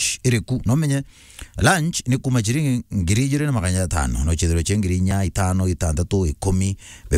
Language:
Meru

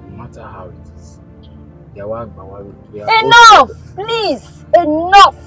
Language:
Bini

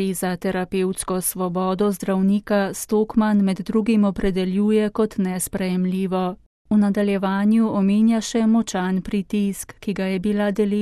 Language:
Slovenian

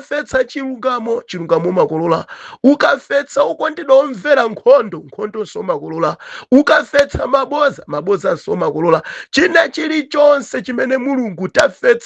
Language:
Nyanja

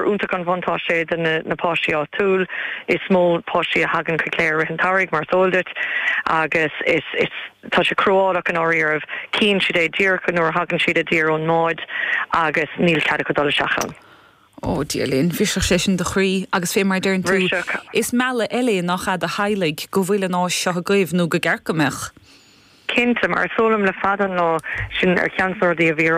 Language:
Irish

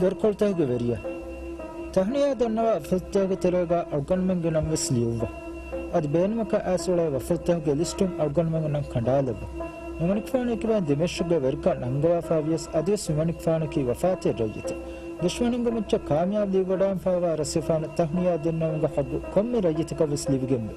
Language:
Divehi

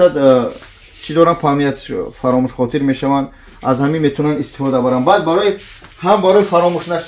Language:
Tajik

